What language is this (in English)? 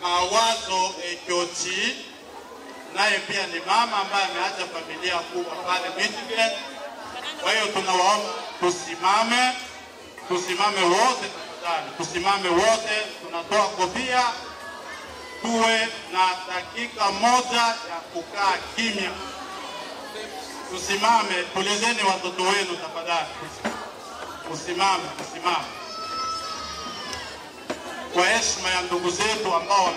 Swahili